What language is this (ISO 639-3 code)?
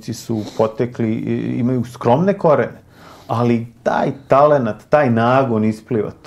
srp